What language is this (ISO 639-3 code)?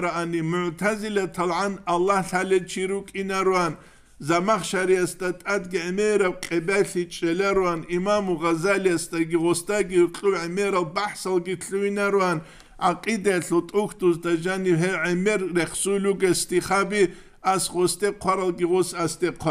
ava